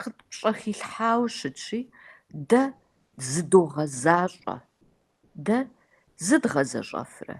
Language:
Kabardian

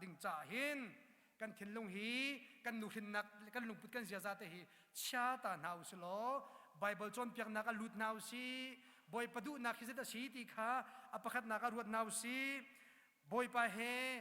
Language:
Hakha Chin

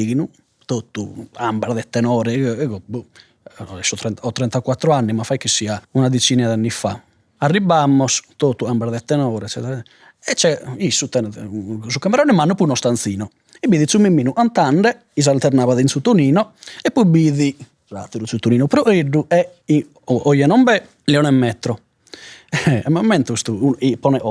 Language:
Sardinian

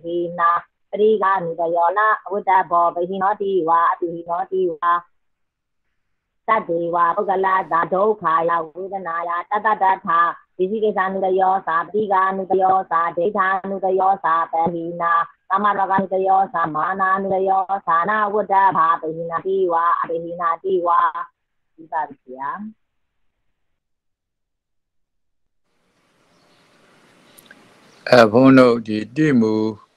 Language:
Burmese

